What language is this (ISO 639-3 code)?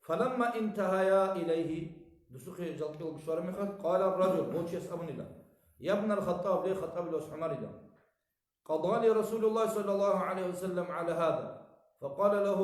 ava